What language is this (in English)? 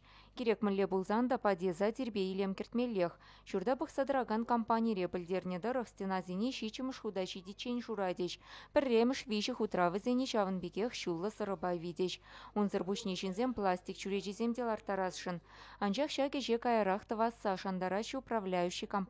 Chuvash